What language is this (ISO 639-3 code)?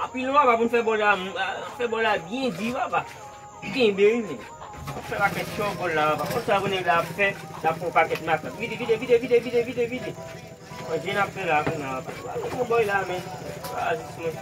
hat